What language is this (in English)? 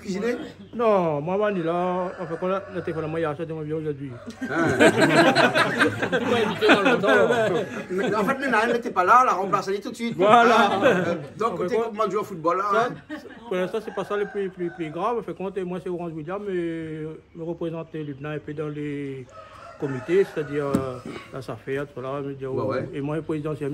Réunion Creole French